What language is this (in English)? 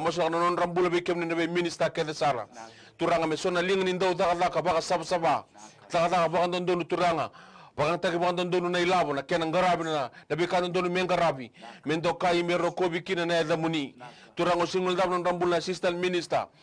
Fijian